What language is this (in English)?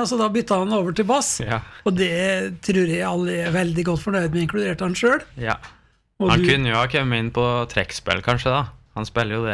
Norwegian